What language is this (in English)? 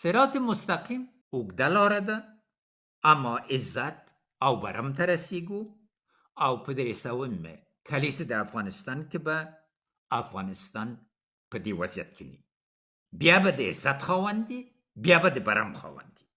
Pashto